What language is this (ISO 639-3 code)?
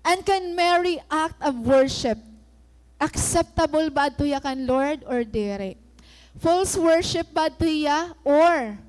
war